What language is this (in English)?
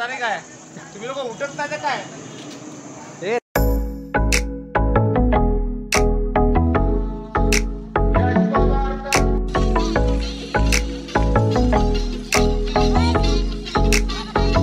Marathi